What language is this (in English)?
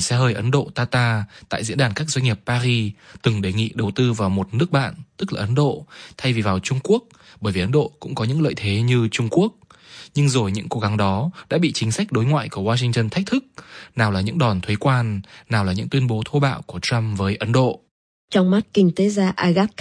Vietnamese